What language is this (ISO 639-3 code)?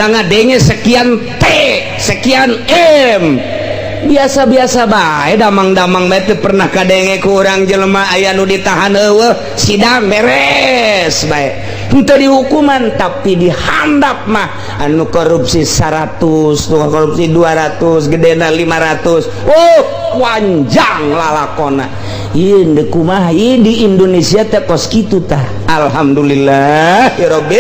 sun